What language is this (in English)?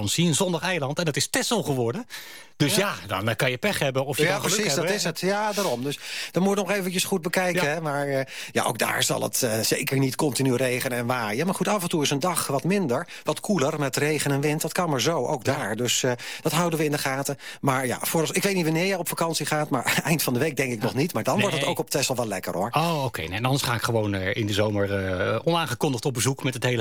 Dutch